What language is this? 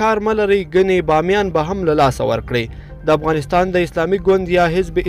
Pashto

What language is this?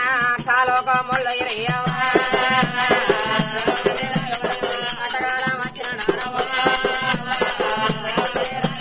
Telugu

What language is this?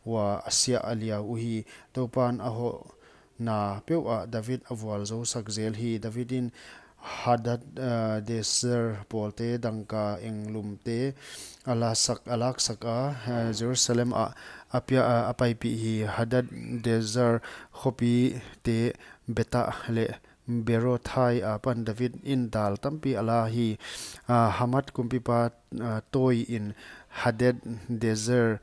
Paite Chin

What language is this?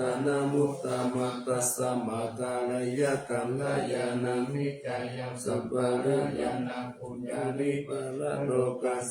Pali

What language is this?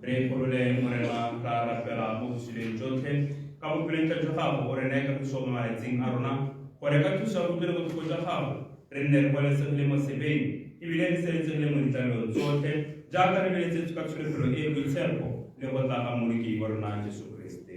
Tswana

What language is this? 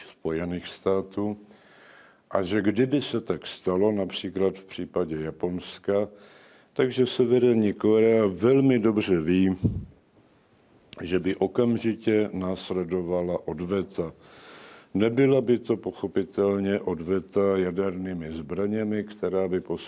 Czech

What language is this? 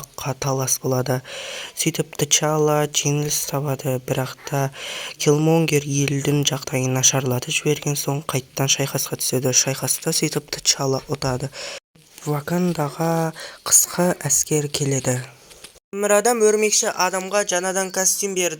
Kazakh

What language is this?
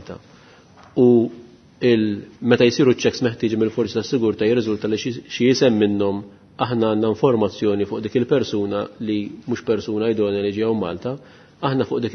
Maltese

